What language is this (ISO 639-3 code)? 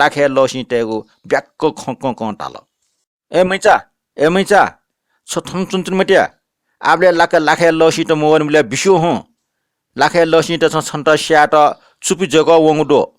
new